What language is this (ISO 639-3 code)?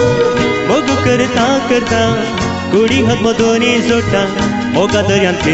kok